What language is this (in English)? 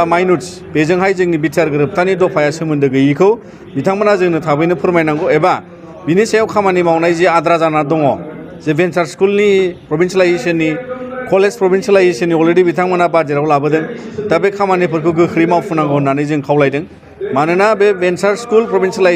Bodo